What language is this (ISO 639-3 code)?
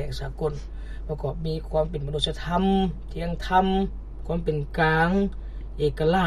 lao